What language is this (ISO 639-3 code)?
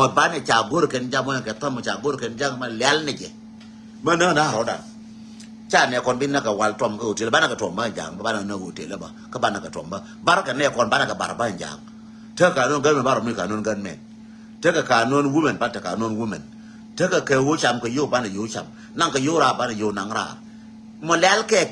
nus